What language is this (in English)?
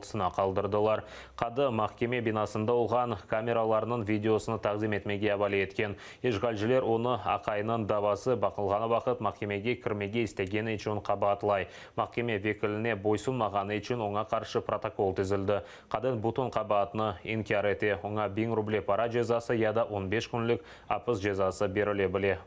Crimean Tatar